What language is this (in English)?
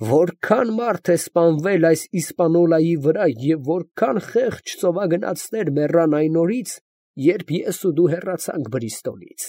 Armenian